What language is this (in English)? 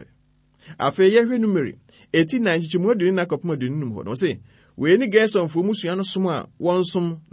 Akan